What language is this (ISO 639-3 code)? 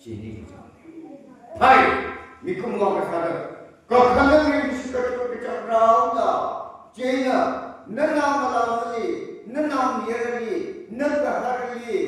nmf